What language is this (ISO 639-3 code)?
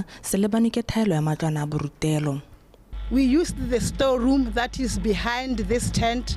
tsn